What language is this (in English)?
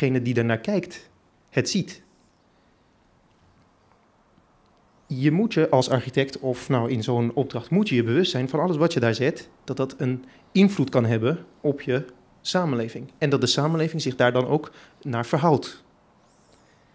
Dutch